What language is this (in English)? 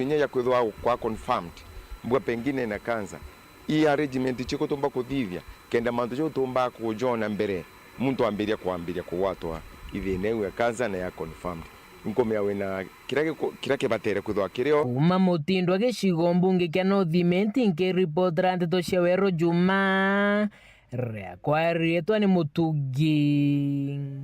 Meru